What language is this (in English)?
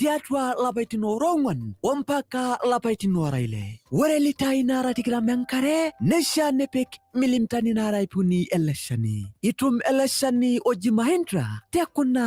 Masai